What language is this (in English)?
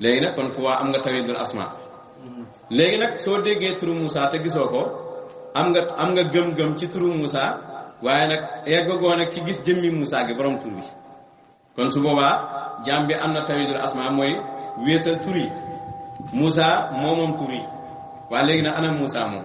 Wolof